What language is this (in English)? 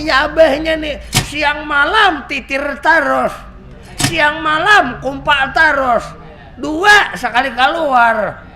Banjar